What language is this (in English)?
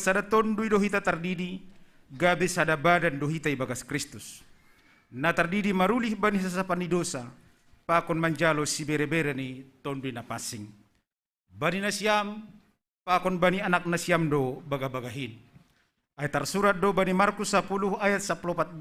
Batak Simalungun